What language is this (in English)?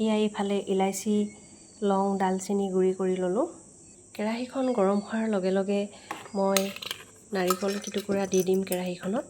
Assamese